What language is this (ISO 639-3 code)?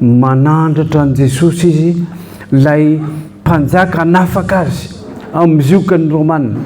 mlg